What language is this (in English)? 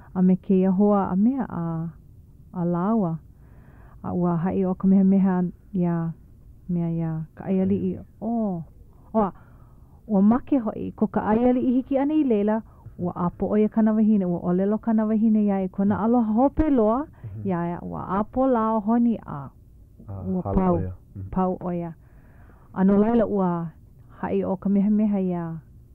Hawaiian